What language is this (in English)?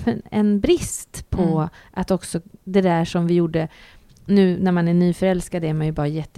Swedish